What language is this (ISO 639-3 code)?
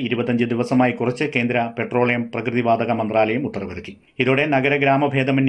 mal